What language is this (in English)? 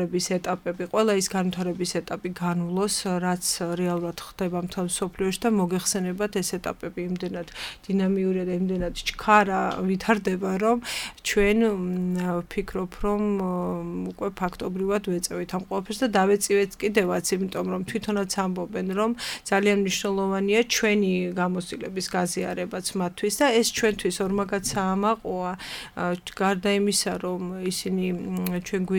Georgian